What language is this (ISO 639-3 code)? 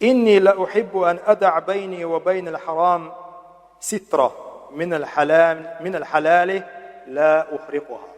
che